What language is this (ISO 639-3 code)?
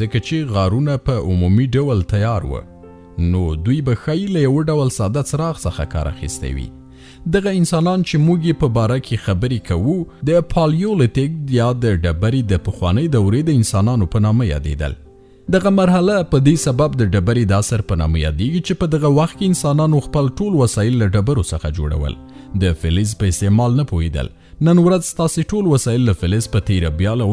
pus